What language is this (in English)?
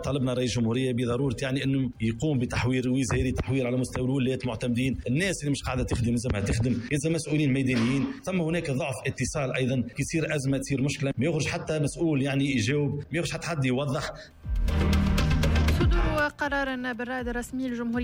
Tunisian Arabic